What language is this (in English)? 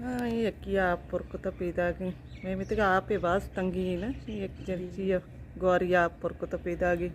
Baluchi